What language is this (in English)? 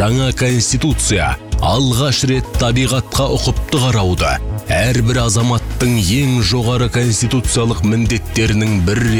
Kazakh